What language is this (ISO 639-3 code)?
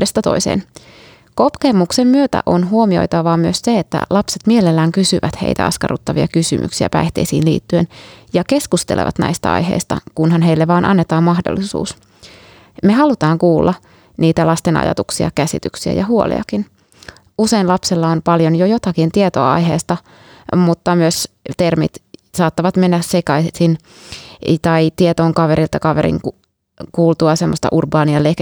fin